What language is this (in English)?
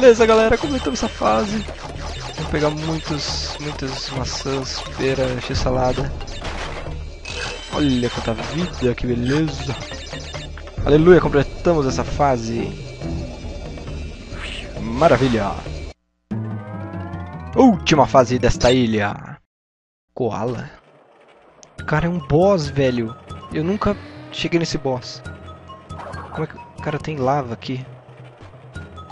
Portuguese